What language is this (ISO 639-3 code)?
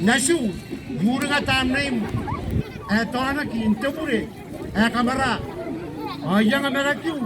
gil